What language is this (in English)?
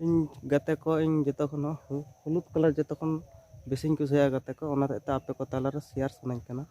Santali